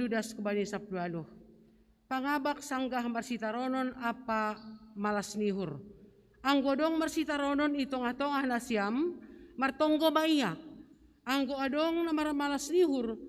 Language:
Batak Simalungun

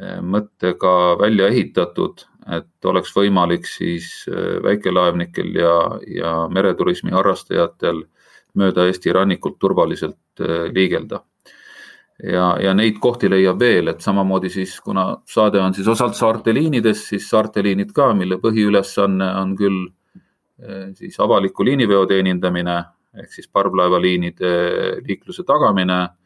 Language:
Estonian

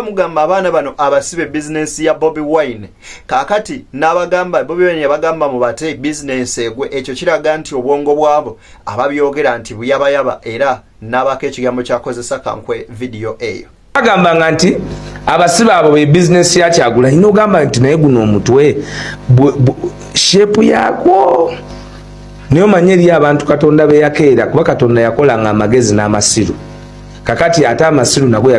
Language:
Ganda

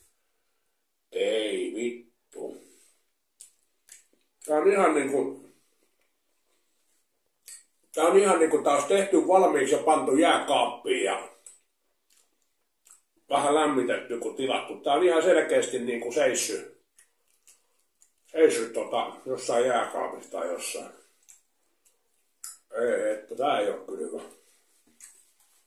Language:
Finnish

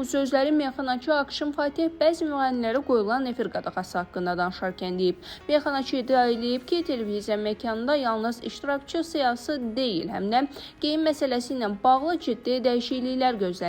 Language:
Azerbaijani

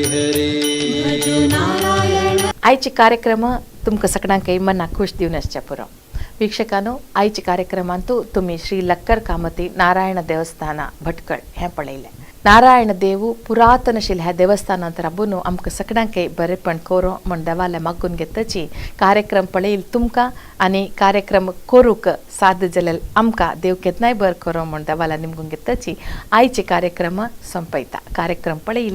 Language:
Konkani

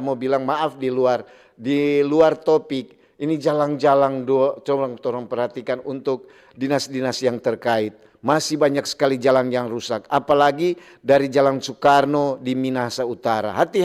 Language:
Manado Malay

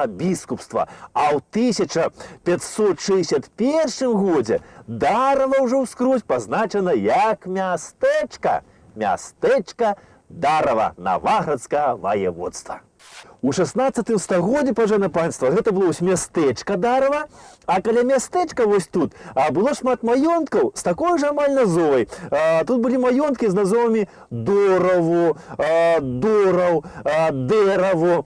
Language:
Belarusian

